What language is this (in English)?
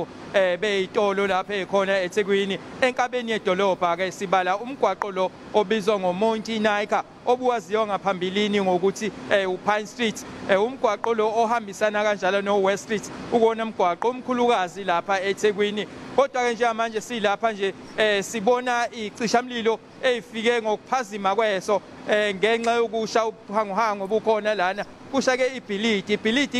Zulu